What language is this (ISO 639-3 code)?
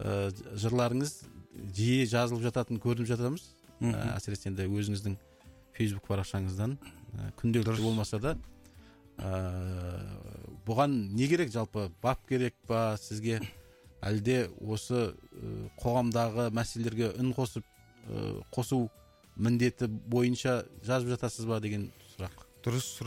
kaz